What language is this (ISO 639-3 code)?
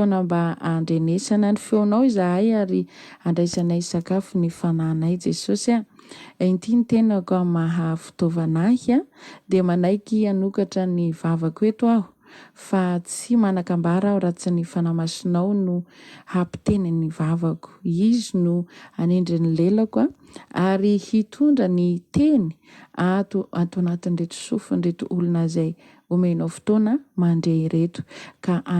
mlg